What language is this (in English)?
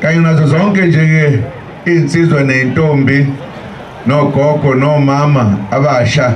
Zulu